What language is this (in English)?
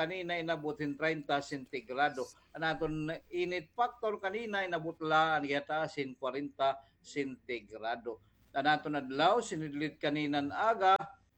Waray